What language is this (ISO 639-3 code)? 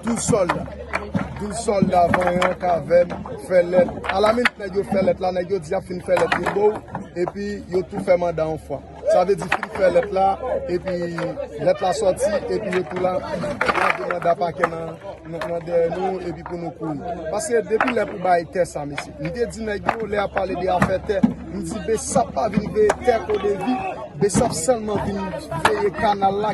hat